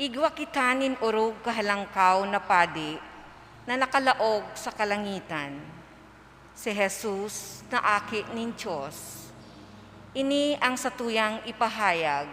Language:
Bikol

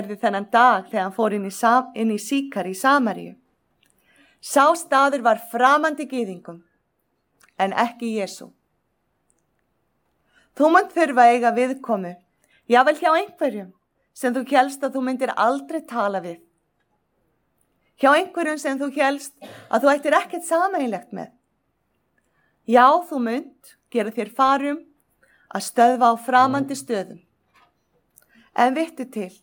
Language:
Icelandic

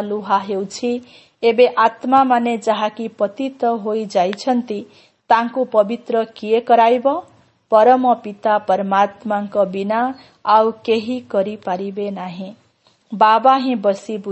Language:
Odia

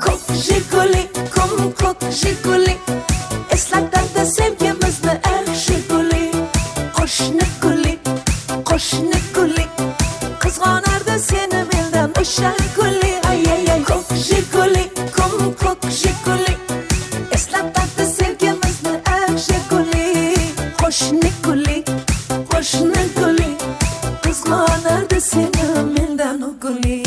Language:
Kara-Kalpak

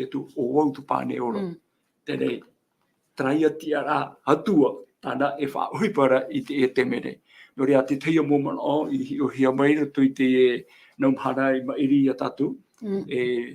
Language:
Tahitian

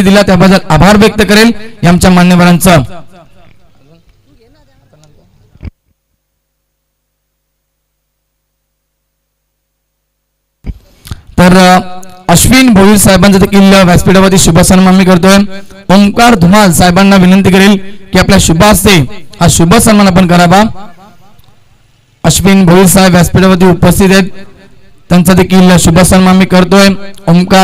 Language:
Marathi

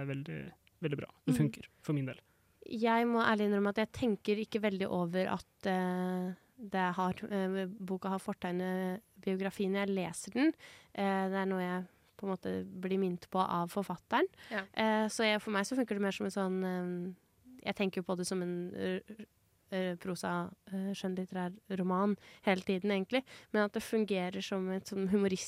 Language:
Norwegian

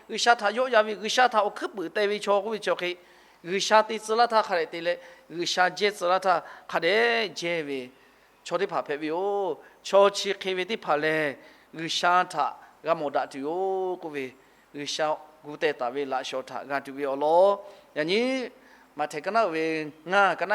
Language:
Lahu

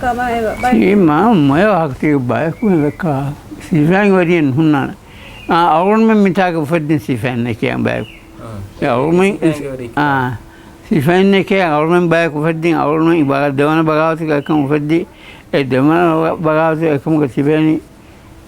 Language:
Divehi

